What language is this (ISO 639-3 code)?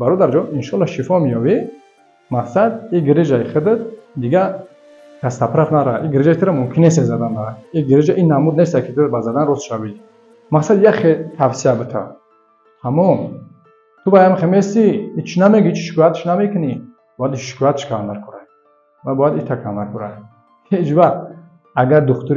tgk